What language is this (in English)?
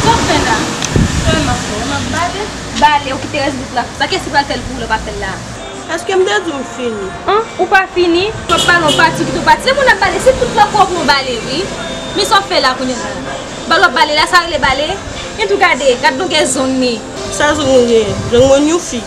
Haitian Creole